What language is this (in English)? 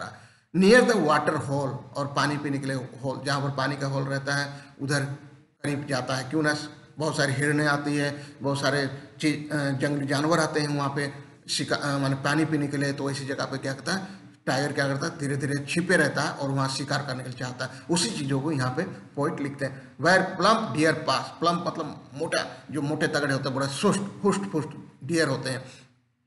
Hindi